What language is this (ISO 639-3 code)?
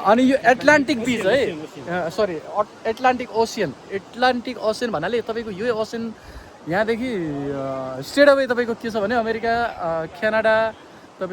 nep